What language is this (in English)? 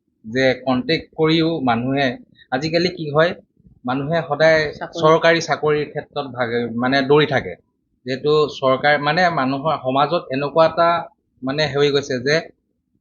Assamese